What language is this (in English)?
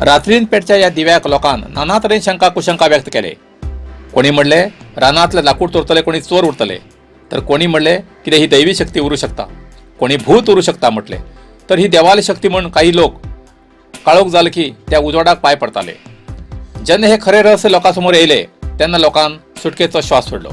Konkani